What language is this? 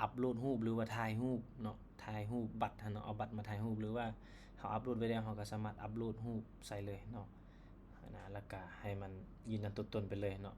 Lao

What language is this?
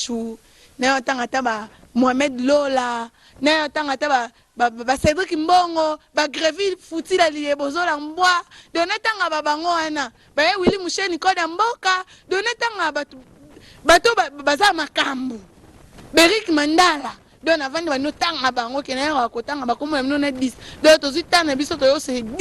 Lingala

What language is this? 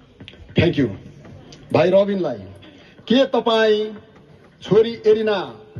Nepali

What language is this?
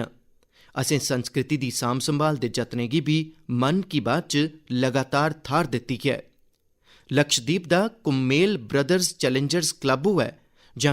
Dogri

